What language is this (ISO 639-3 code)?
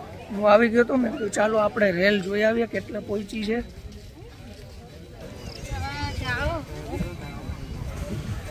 guj